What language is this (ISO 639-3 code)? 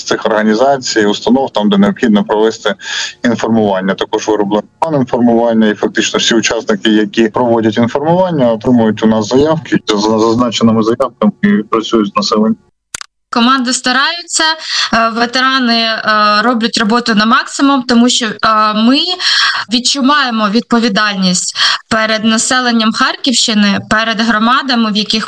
ukr